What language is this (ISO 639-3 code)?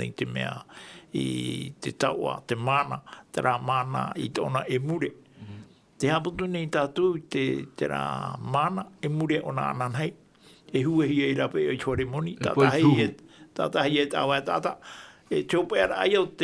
tah